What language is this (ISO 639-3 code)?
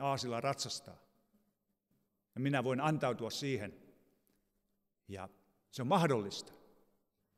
fin